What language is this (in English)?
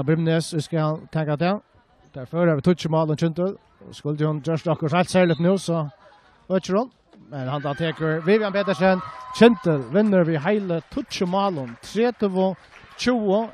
Faroese